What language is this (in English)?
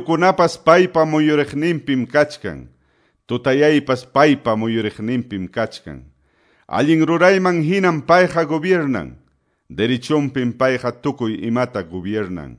Quechua